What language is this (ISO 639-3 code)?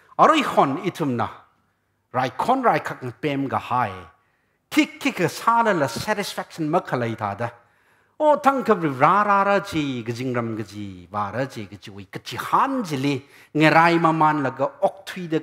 nmf